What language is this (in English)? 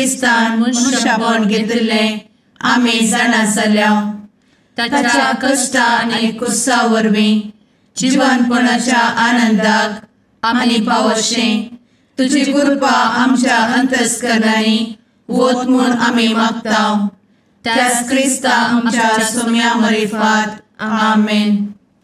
Konkani